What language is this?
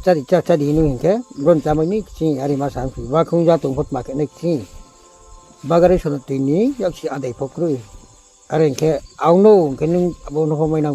Riang (India)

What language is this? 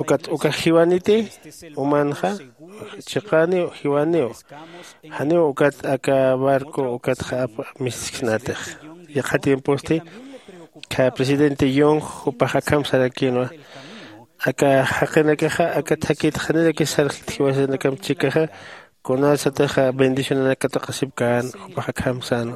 Aymara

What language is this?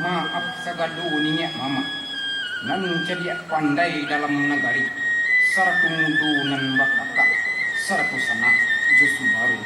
Minangkabau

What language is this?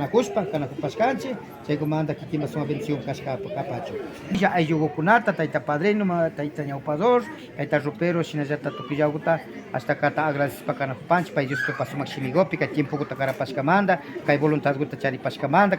Imbabura Highland Quichua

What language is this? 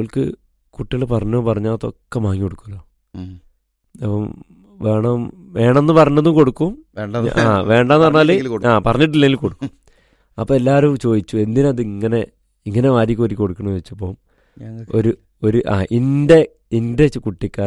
Malayalam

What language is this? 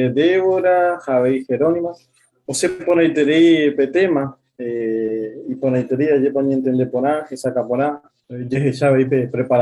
Guarani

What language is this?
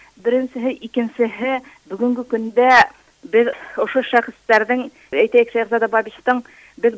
Bashkir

